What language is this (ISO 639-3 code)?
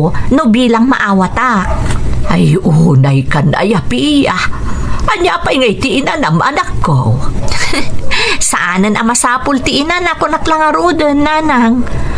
ilo